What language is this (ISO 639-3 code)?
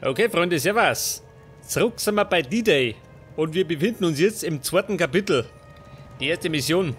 bar